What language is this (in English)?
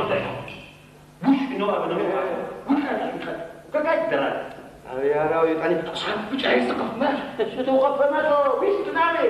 Adyghe